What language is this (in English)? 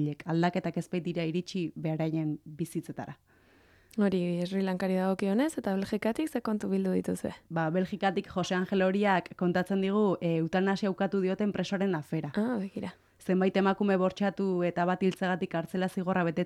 Basque